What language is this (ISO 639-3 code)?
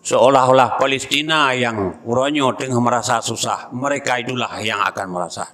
ace